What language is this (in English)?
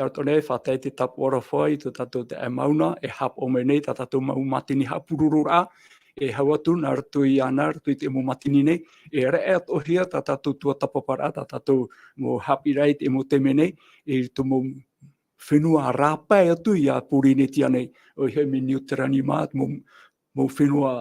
Tahitian